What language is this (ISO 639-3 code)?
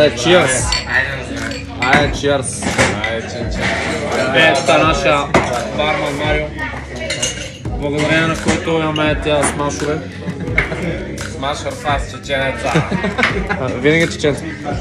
bul